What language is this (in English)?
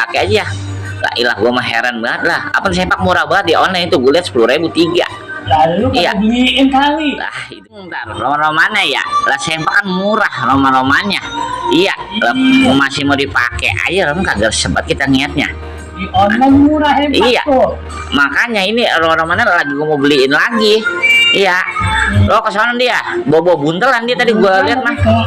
Betawi